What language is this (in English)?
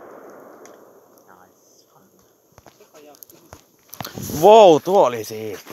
Finnish